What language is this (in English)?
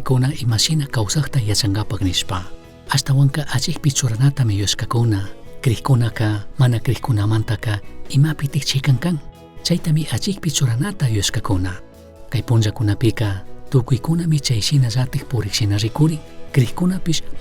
Chimborazo Highland Quichua